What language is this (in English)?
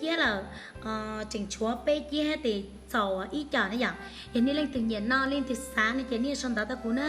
Hmong